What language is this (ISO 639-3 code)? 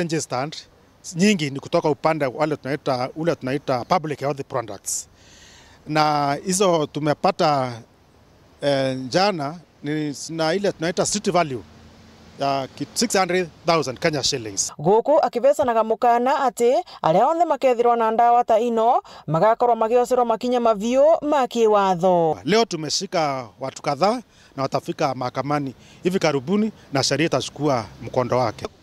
mer